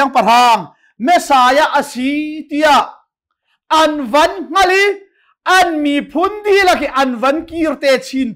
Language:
Hakha Chin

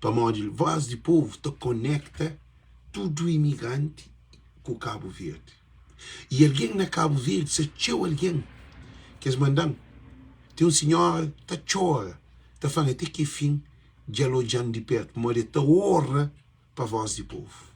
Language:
Kabuverdianu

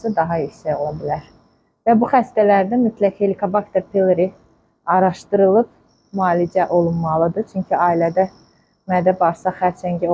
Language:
Azerbaijani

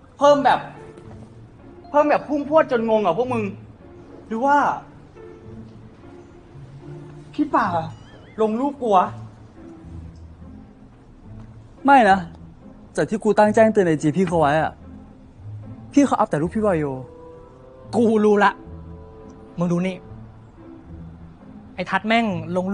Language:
Thai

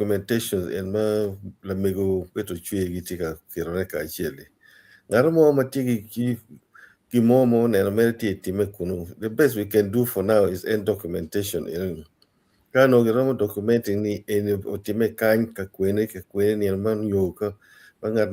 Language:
Acoli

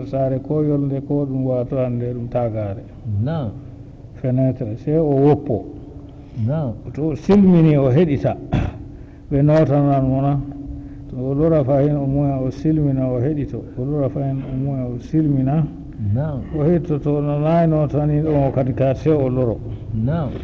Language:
Fula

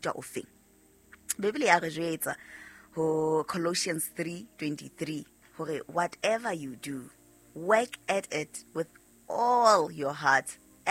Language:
Southern Sotho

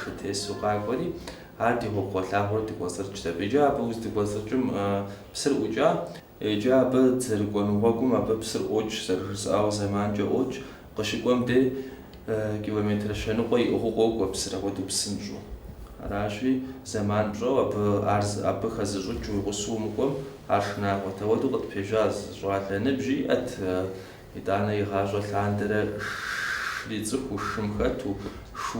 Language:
Kabardian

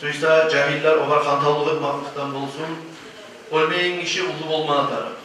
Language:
Kumyk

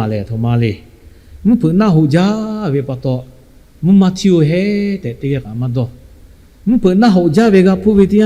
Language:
Lahu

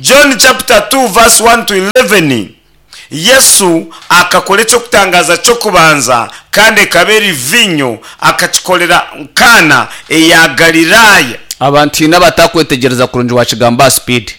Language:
Nyankole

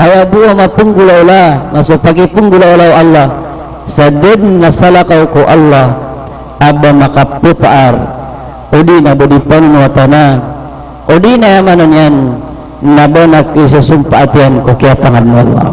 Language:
Maranao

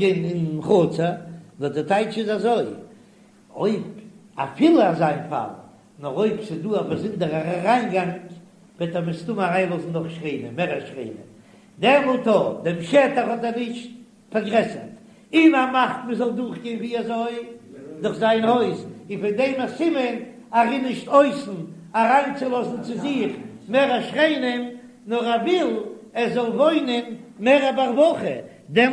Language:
Yiddish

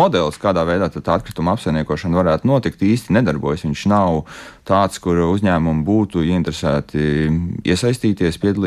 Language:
Latvian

